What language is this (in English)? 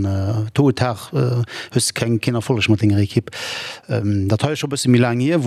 Luxembourgish